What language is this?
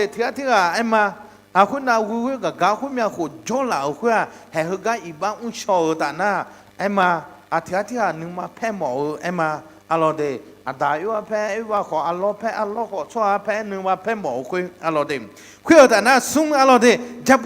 Akha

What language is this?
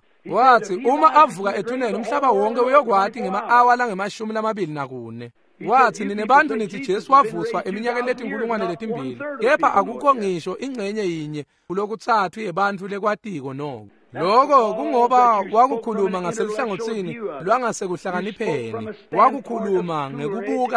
Swati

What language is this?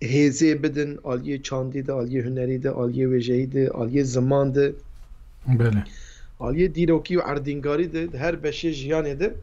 Kurdish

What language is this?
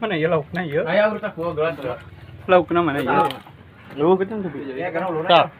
Sundanese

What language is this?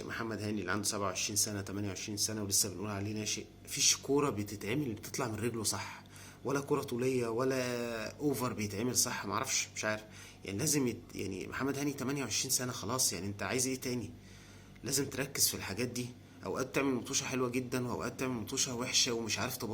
Egyptian Arabic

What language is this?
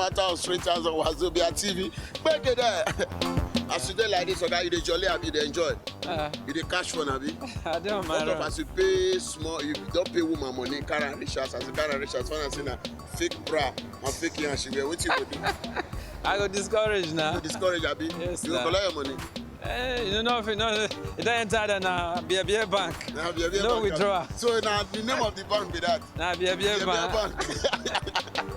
Nigerian Pidgin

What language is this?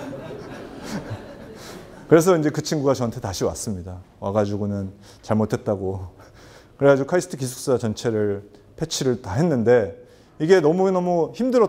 Korean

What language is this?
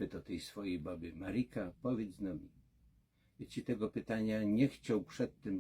Silesian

